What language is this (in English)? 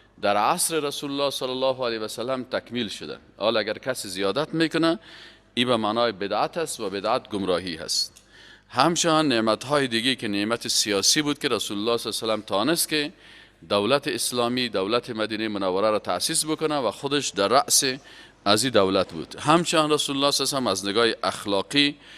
Persian